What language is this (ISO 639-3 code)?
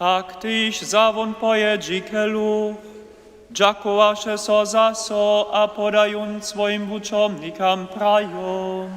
hsb